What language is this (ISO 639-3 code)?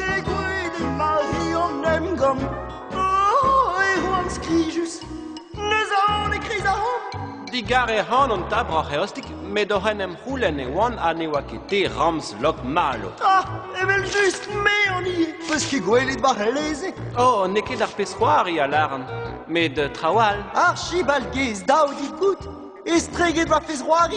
bre